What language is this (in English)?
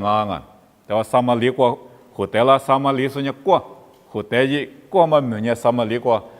Lisu